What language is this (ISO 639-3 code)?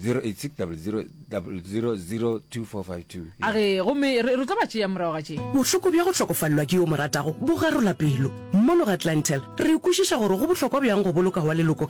nso